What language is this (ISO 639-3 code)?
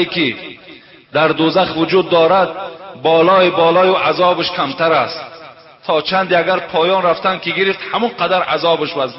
tgk